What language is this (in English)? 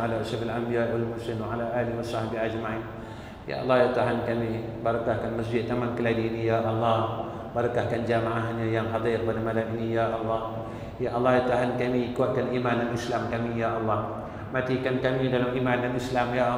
Malay